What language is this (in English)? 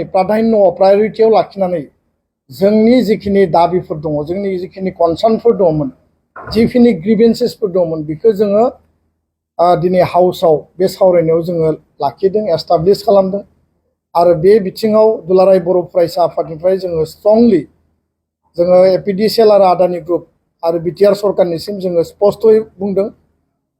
Bodo